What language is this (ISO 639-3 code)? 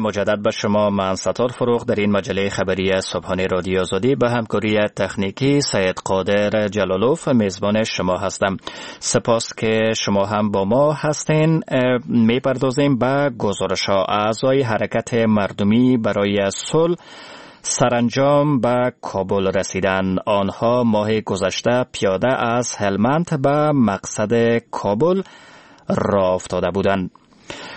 fas